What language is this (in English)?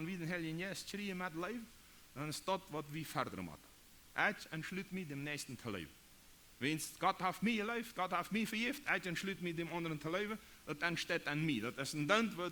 Plautdietsch